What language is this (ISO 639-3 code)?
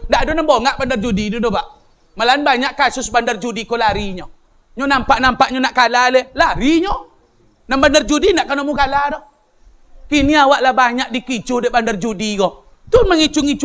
min